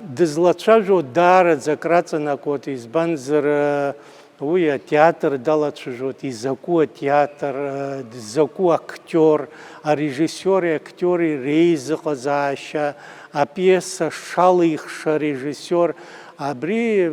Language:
Abkhazian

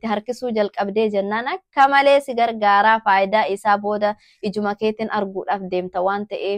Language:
Oromo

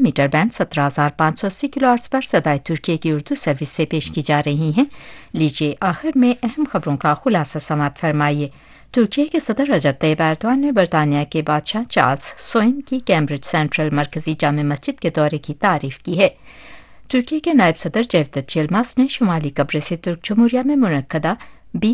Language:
Urdu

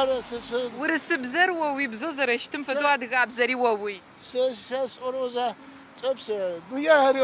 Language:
Adyghe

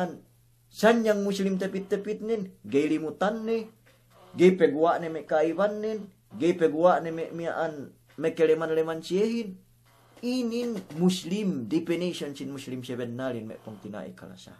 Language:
Yakan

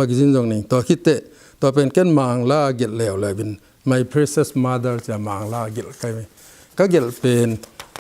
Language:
Tedim Chin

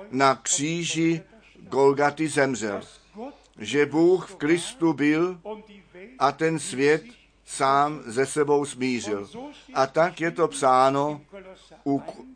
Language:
Czech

